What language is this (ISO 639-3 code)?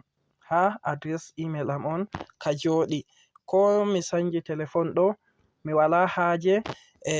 ful